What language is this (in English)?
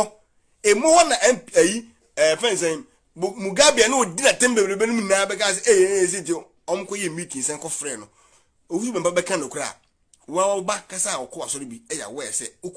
Akan